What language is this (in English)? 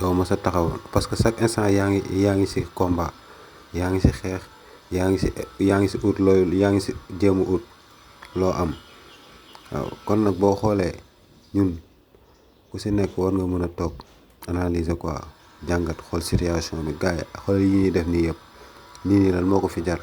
Wolof